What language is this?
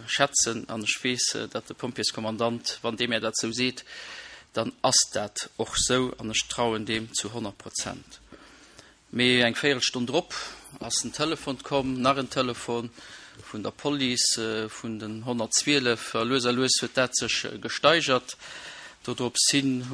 Luxembourgish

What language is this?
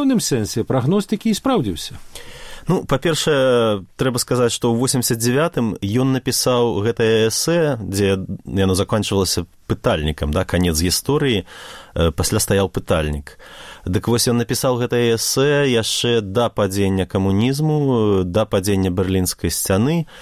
Belarusian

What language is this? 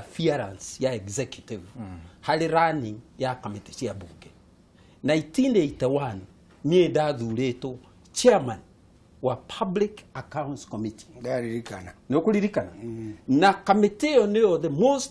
Kikuyu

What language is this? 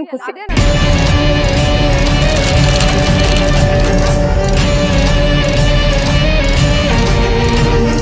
Kannada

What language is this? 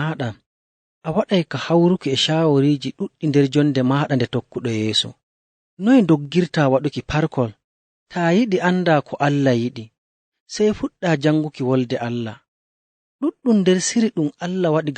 Nigerian Fulfulde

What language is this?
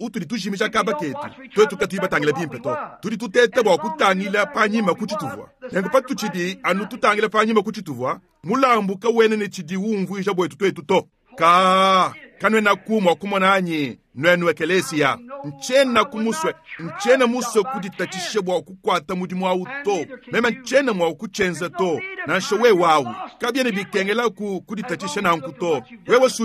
Luba-Lulua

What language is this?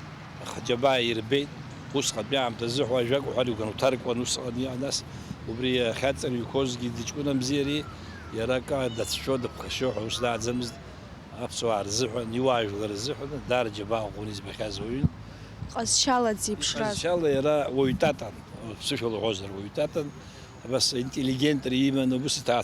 Abkhazian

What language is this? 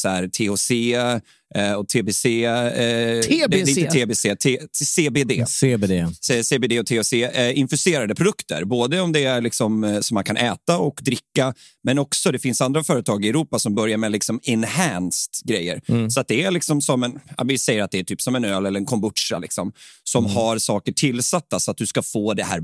Swedish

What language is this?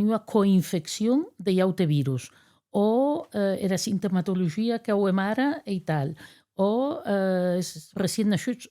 Occitan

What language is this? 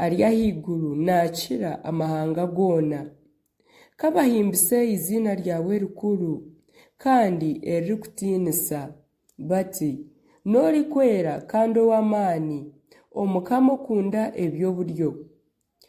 Nyankole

